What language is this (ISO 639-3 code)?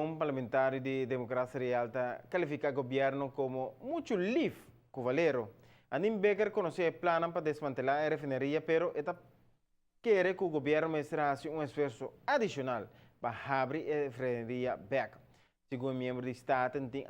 pap